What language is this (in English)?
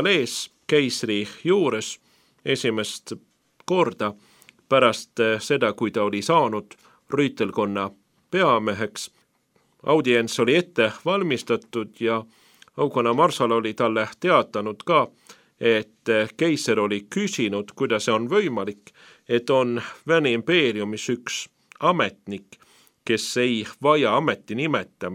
Estonian